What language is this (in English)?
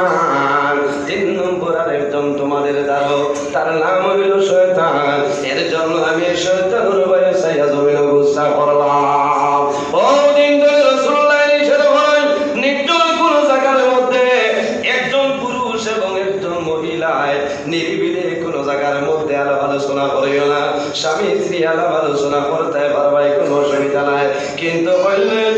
Sylheti